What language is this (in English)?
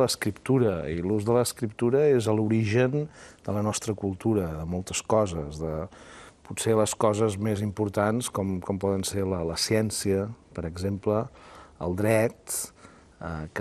Catalan